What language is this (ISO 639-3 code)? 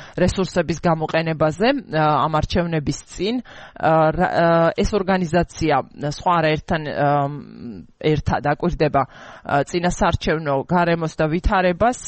kat